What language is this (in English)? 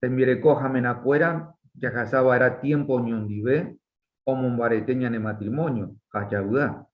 Guarani